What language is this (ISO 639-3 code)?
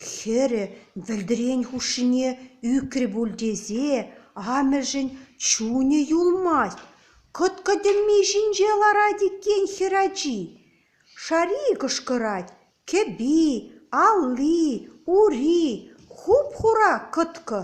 chv